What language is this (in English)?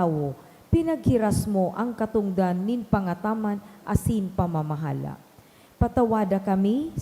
Bikol